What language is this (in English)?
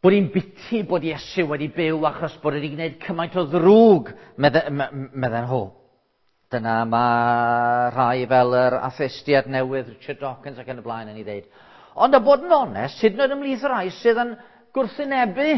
Welsh